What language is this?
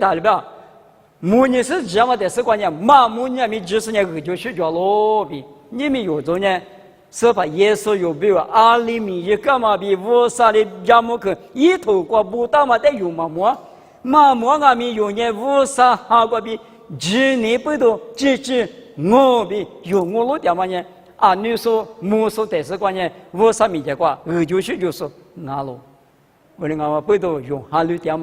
Lisu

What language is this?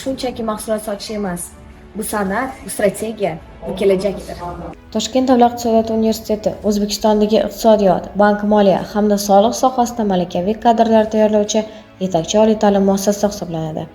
Uzbek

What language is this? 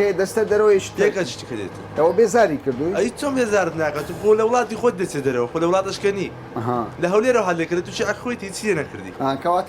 Central Kurdish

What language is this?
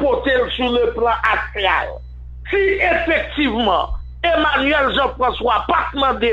Haitian Creole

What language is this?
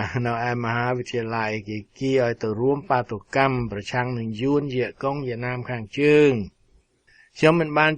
Khmer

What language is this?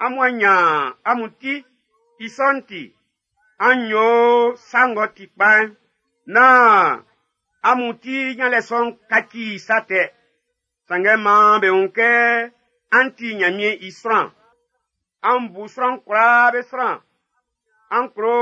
Baoulé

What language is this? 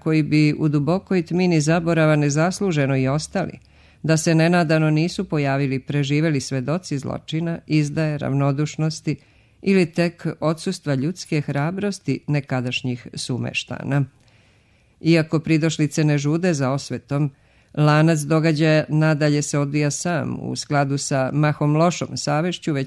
Serbian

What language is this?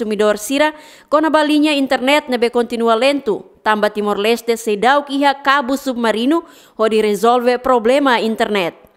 Tetum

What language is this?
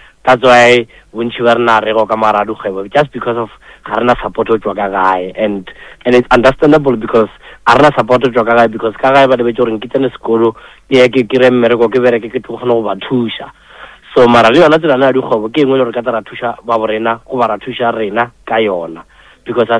Northern Sotho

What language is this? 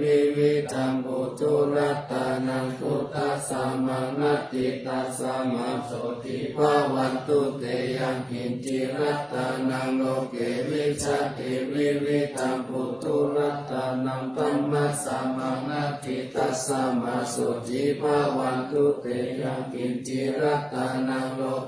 Pali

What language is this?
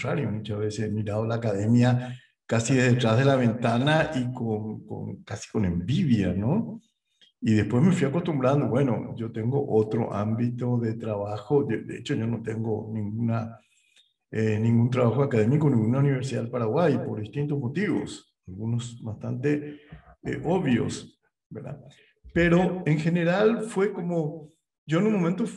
Spanish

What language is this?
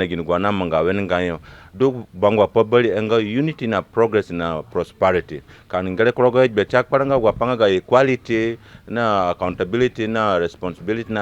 Zande (individual language)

